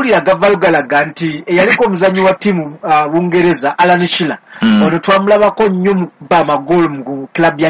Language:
Ganda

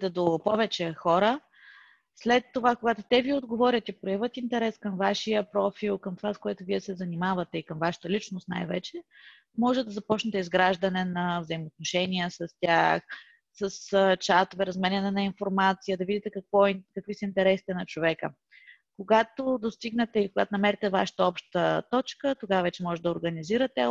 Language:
Bulgarian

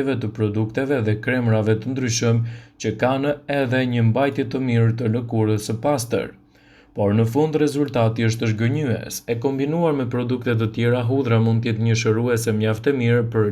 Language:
Albanian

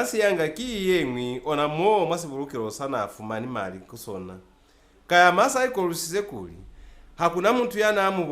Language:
Lozi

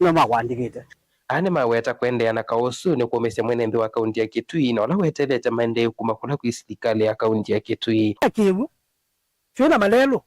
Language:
Kamba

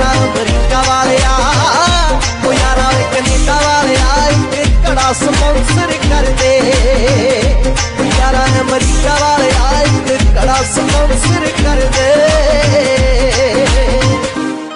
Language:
Punjabi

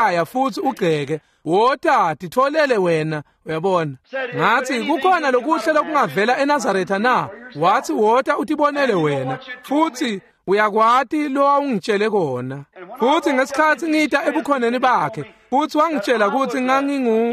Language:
Swati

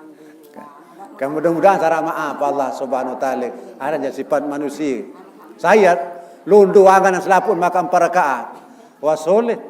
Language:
Sasak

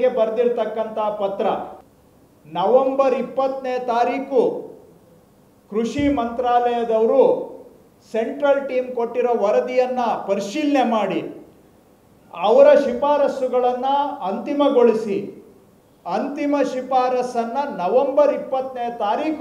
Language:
Kannada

